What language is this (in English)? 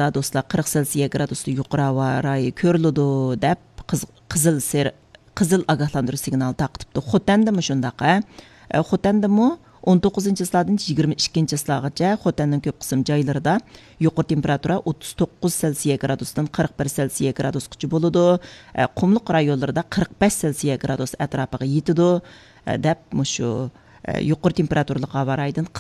Uyghur